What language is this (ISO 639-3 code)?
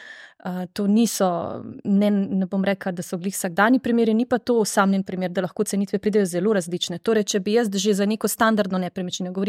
slv